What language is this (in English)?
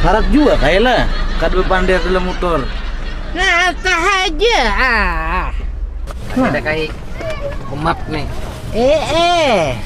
Banjar